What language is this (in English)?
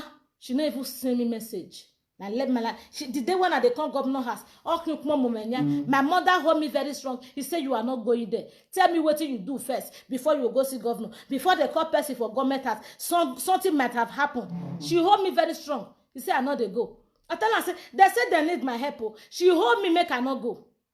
Nigerian Pidgin